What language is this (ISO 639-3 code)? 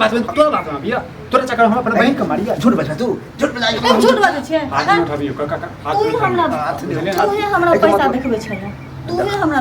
mai